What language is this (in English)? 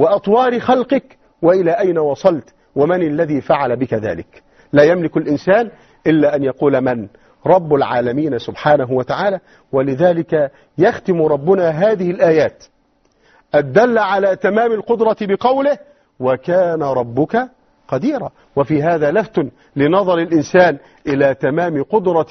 Arabic